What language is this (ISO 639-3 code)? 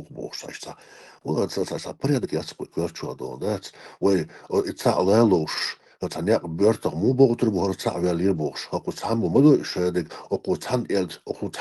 che